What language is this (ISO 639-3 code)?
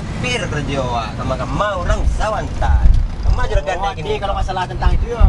min